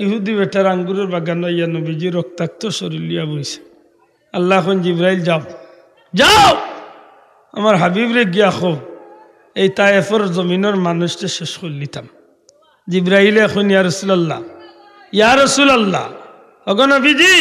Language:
Sylheti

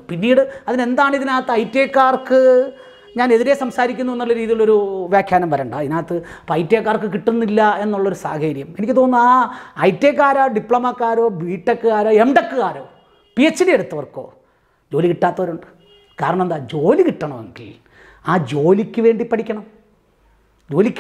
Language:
Malayalam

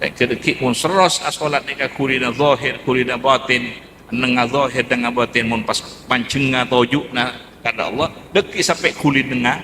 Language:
Madurese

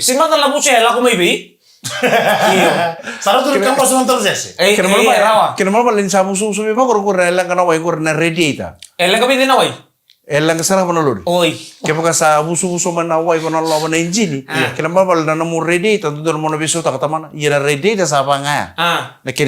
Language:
Fijian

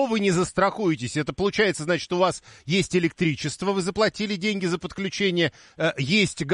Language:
Russian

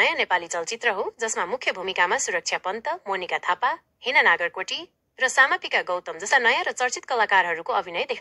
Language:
Nepali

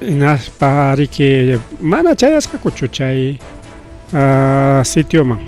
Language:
Ayacucho Quechua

